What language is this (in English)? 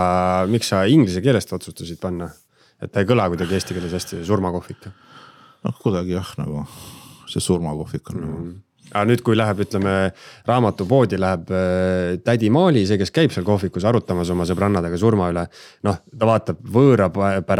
Estonian